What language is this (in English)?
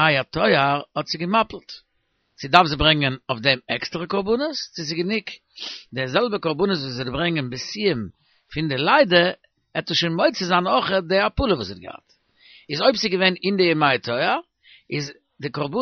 Yiddish